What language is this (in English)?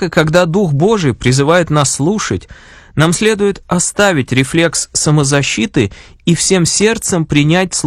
Russian